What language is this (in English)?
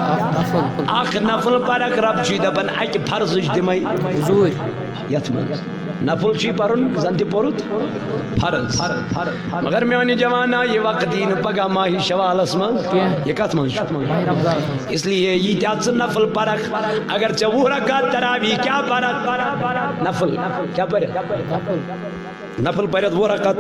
Kashmiri